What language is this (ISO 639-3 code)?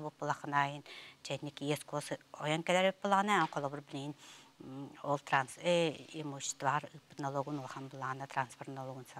sah